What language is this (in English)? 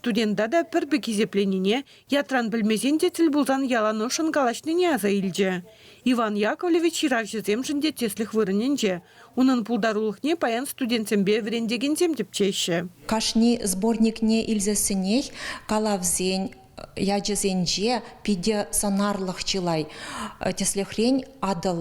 Chuvash